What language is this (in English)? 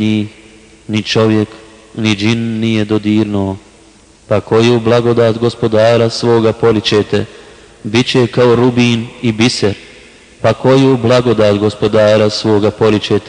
Bosnian